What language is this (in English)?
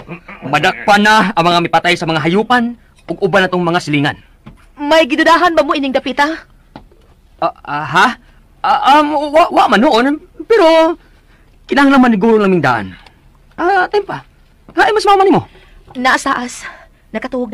Cebuano